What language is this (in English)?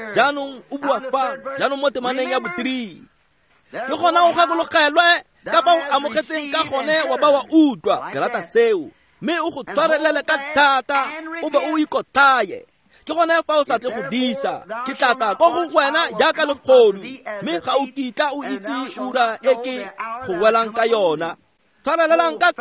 Tswana